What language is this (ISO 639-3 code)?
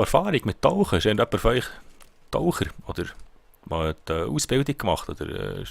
gsw